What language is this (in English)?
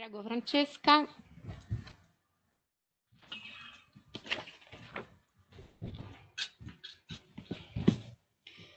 Italian